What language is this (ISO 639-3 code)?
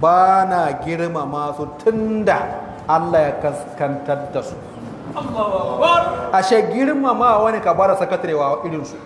hau